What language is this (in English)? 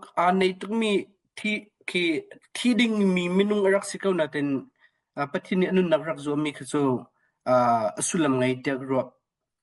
Hakha Chin